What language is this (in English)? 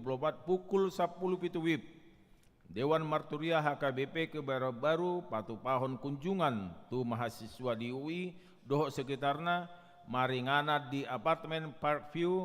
Batak Toba